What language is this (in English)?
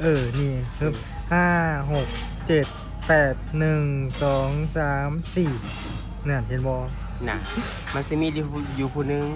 Lao